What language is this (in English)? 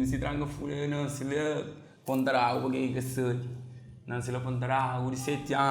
Kabuverdianu